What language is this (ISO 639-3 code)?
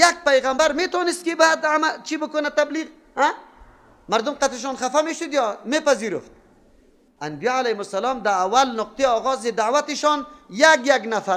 fas